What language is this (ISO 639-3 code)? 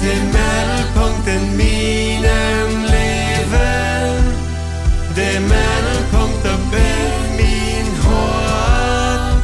pdt